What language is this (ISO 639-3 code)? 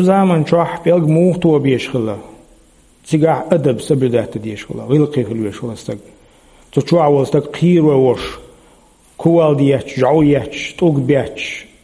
che